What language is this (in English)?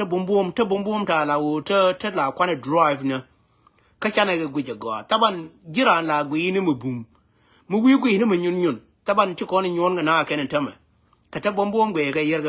Nuer